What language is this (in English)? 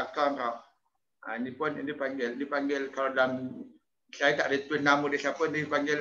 Malay